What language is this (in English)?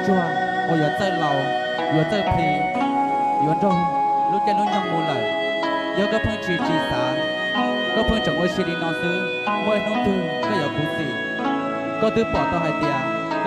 Hmong